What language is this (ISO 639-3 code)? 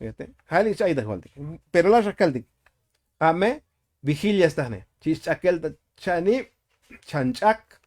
tzo